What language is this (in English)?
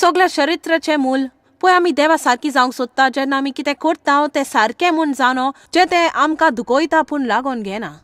Konkani